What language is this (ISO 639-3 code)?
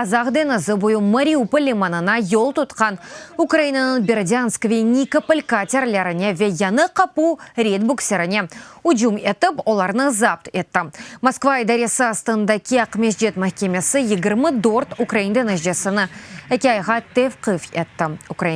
crh